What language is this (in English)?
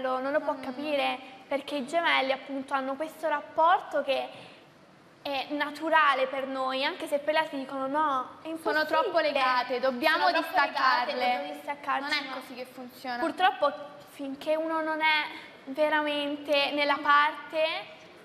Italian